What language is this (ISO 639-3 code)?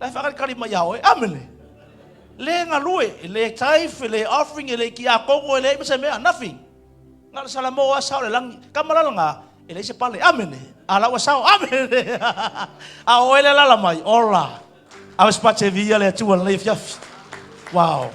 smo